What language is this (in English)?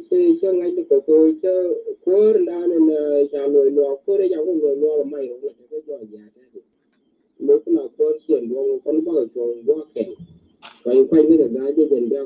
Nuer